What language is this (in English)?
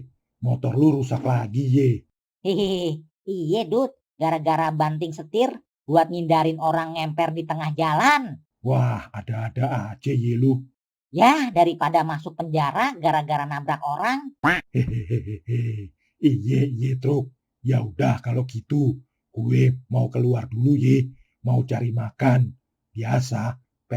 Betawi